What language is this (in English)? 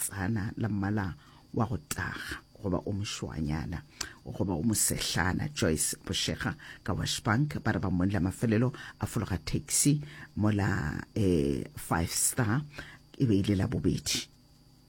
Northern Sotho